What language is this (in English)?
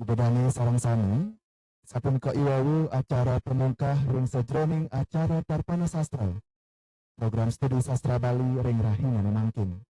Balinese